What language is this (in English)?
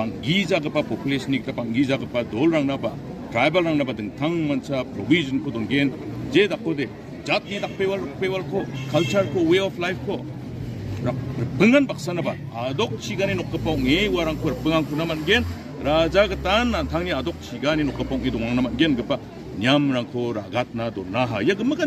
Garo